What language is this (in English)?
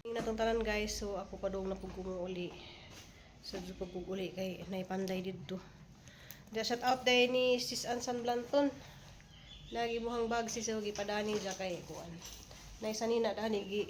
Cebuano